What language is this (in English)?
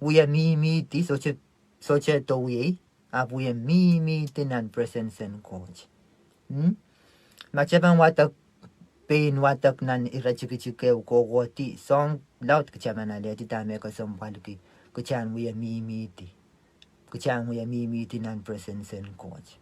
Pohnpeian